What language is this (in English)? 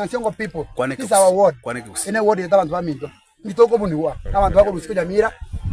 Gusii